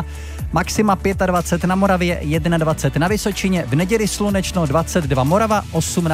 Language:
Czech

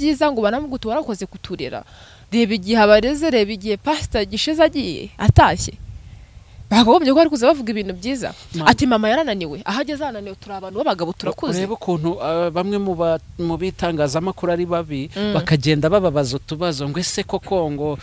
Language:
Kinyarwanda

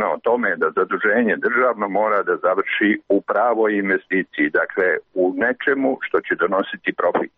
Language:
Serbian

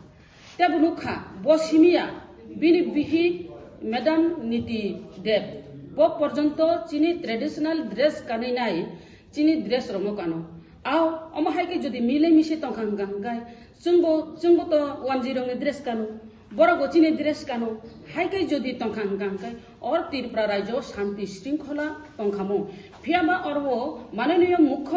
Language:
Kok Borok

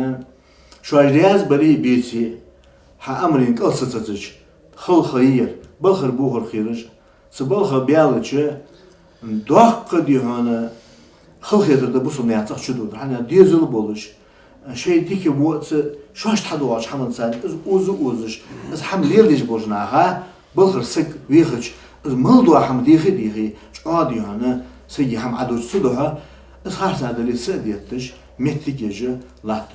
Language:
Ingush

